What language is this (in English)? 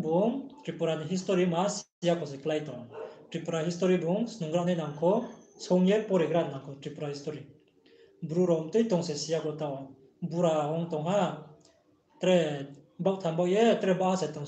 Riang (India)